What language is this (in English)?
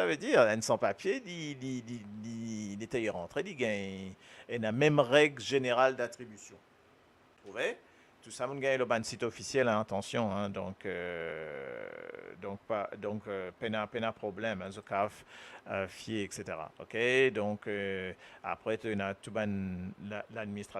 Morisyen